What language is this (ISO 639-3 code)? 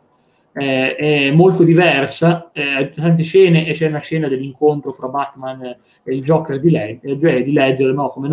ita